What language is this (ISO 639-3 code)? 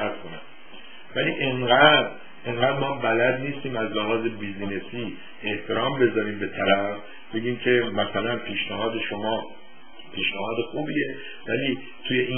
fas